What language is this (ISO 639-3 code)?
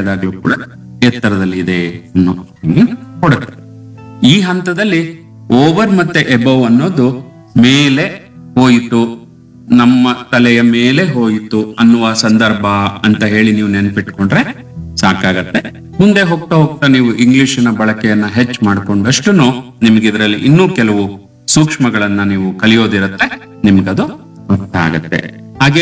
kan